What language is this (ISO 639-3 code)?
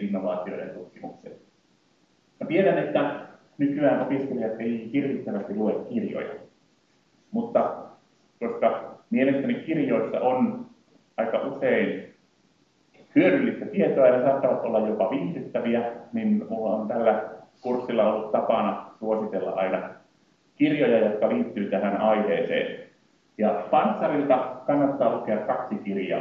fin